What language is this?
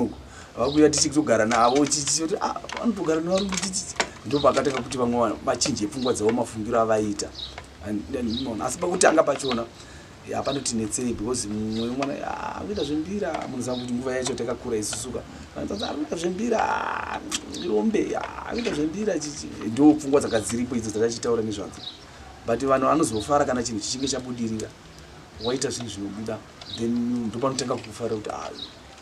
Shona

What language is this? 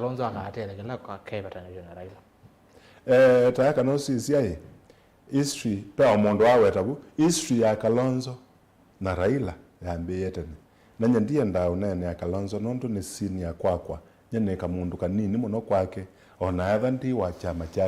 Kamba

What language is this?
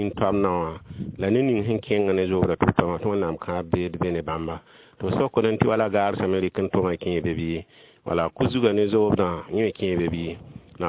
Mossi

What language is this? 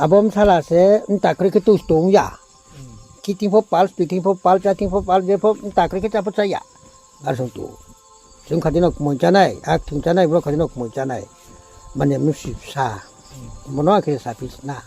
Riang (India)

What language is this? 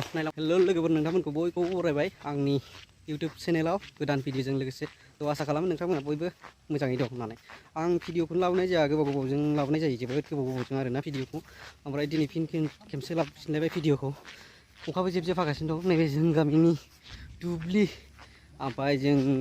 Bodo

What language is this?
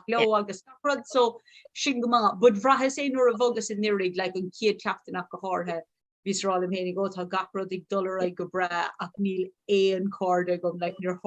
Irish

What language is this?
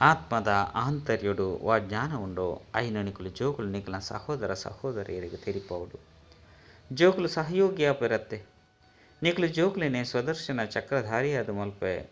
Tulu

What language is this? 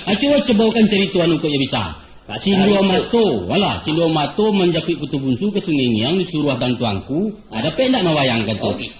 Minangkabau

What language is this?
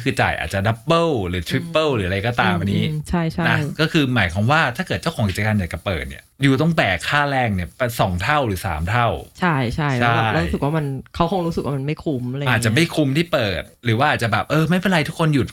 Thai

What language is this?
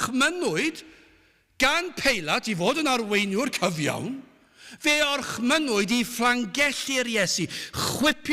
Welsh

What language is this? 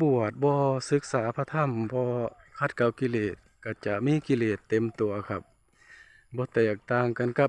Northeastern Thai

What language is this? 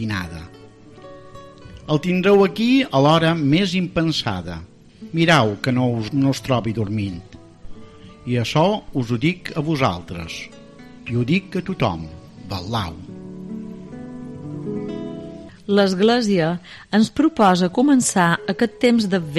Catalan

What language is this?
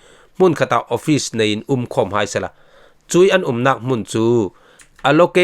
Falam Chin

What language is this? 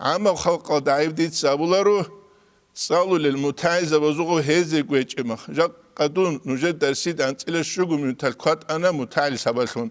Avaric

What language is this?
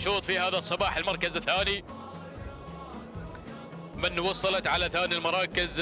Arabic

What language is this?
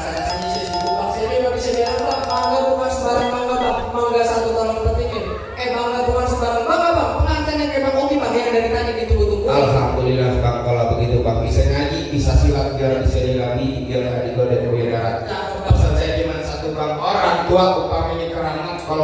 Betawi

